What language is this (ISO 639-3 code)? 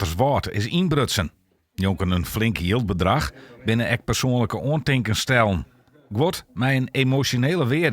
fry